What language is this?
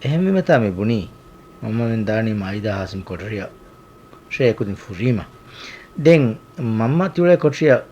Divehi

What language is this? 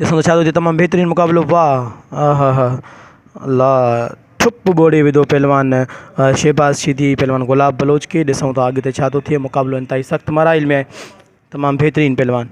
Sindhi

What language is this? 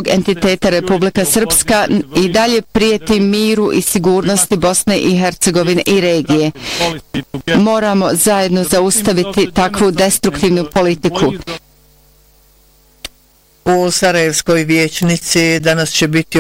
Bosnian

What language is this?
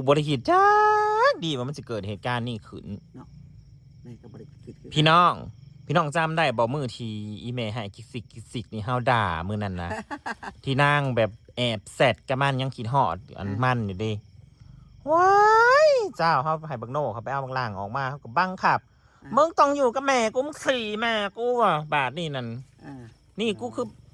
Northeastern Thai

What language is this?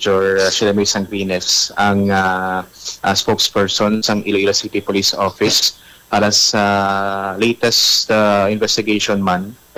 Hiligaynon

